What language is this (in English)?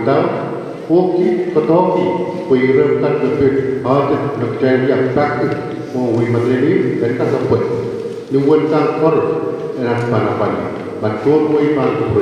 Pohnpeian